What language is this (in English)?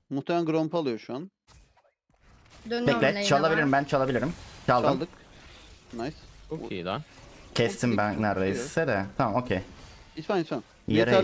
Turkish